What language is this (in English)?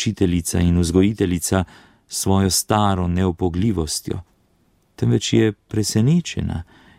Slovenian